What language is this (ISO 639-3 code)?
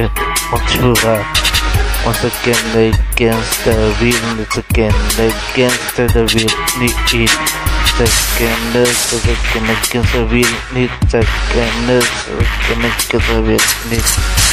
nld